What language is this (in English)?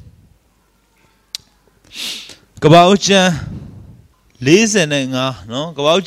Burmese